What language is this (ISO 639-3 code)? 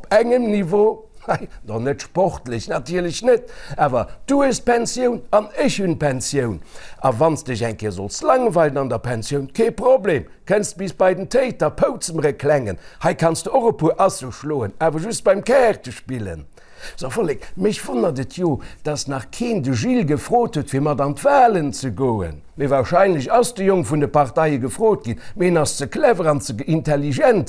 ltz